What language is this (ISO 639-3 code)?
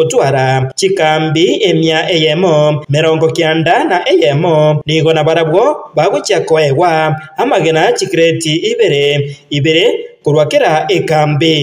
guz